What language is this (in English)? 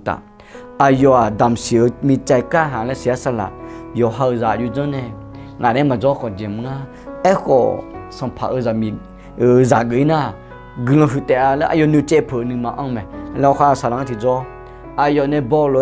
Akha